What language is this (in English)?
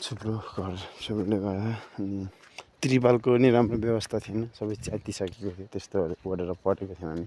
Nepali